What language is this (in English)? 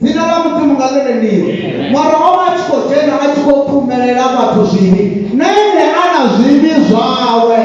Venda